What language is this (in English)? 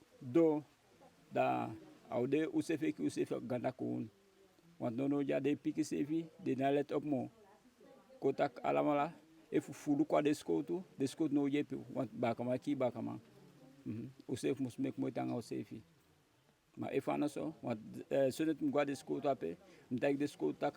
Eastern Maroon Creole